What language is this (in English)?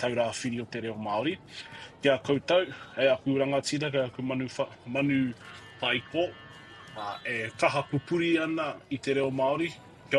Māori